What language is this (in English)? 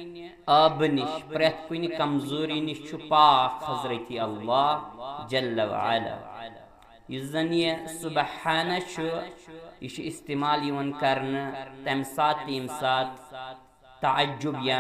Kashmiri